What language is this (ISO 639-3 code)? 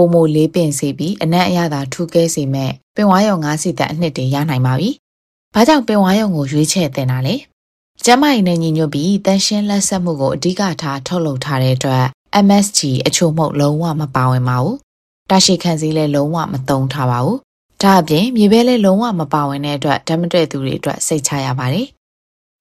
mya